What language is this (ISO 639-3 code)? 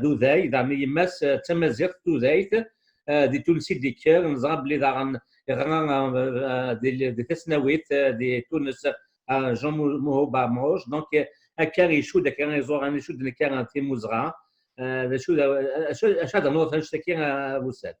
kab